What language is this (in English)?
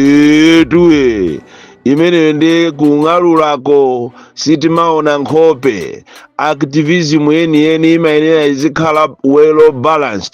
Nyanja